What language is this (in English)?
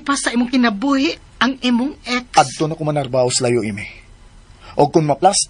Cebuano